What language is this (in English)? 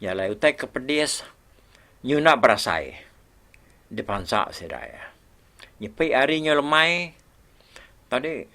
Iban